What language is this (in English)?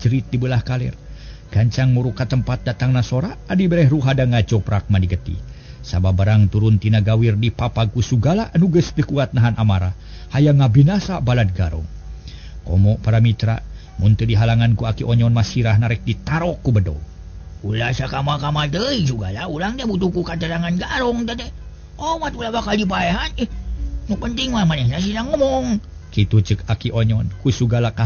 Sundanese